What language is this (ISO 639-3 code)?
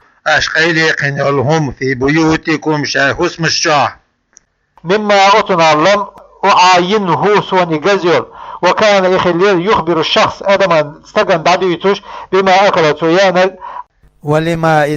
che